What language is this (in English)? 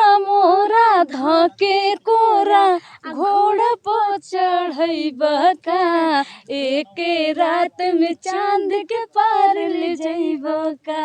Bhojpuri